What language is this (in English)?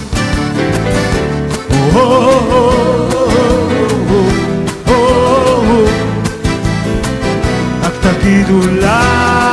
Hebrew